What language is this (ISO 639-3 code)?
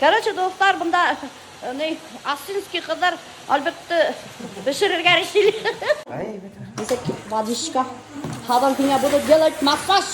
bak